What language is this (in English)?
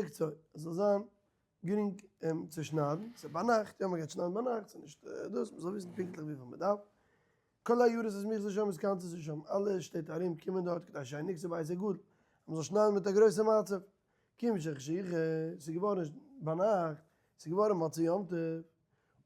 Yiddish